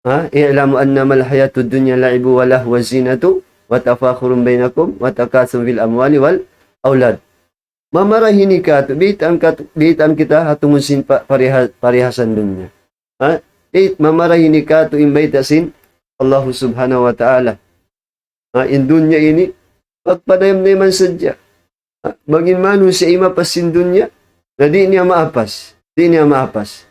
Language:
Tausug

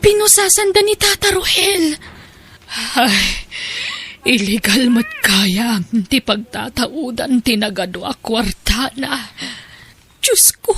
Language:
Iloko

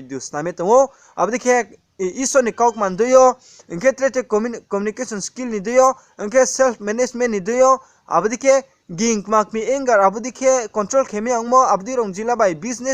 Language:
Riang (India)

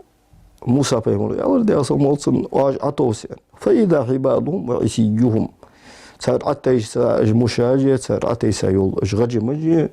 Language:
Ingush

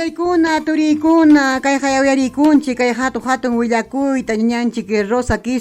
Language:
Ayacucho Quechua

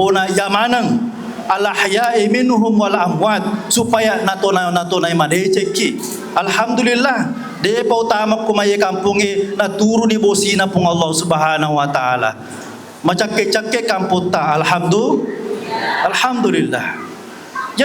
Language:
Buginese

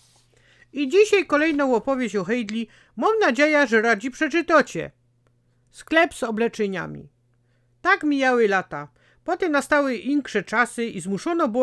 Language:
Silesian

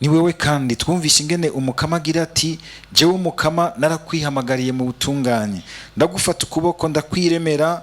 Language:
Rundi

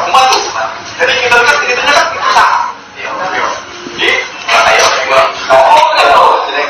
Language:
Musi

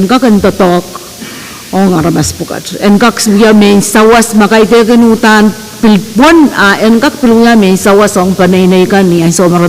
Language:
Pohnpeian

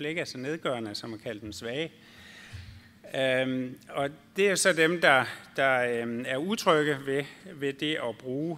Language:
Danish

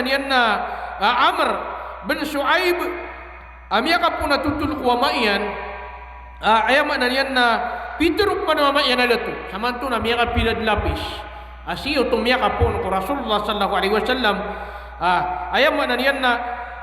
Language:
Maranao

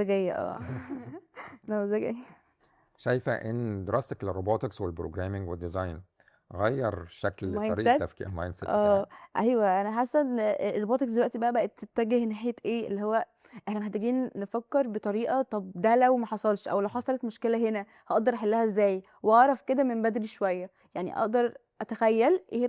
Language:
Egyptian Arabic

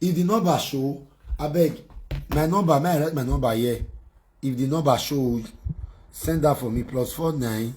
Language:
Nigerian Pidgin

